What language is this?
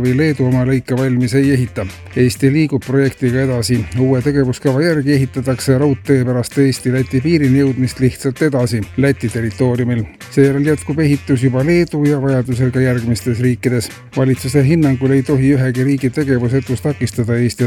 Estonian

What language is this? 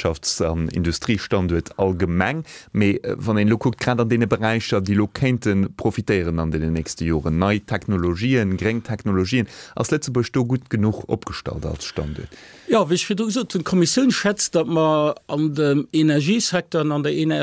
Luxembourgish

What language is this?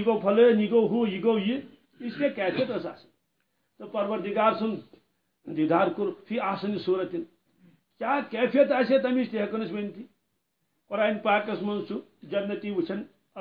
Kashmiri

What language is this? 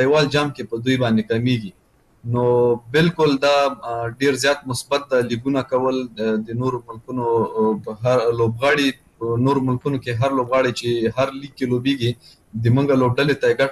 Pashto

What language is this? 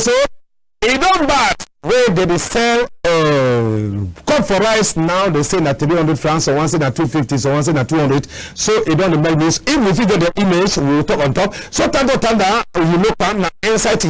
Cameroon Pidgin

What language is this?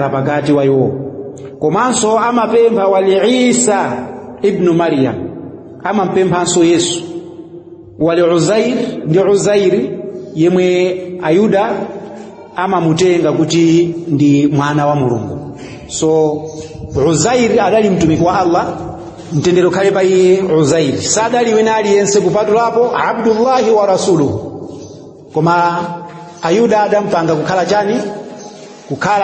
Nyanja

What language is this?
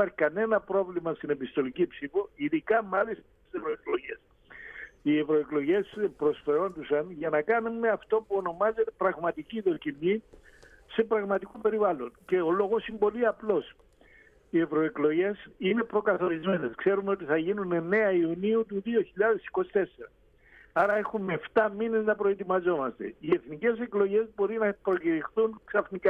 Greek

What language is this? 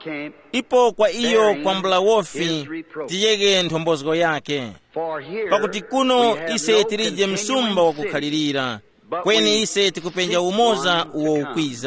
Tumbuka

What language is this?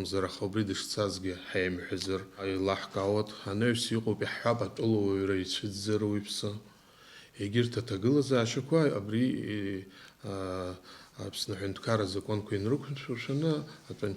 Abkhazian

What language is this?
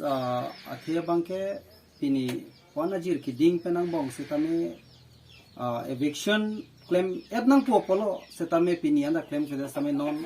Karbi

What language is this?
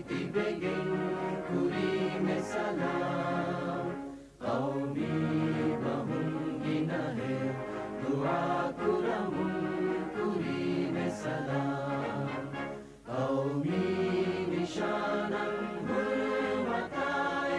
Divehi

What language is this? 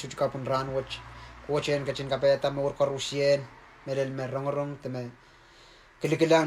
Pohnpeian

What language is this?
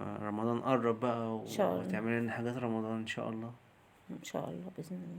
Egyptian Arabic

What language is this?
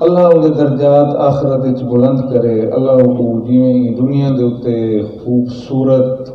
Saraiki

